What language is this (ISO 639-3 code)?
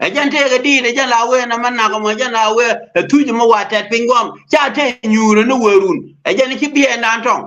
nus